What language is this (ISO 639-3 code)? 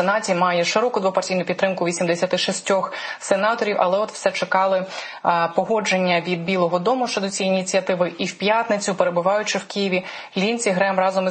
ukr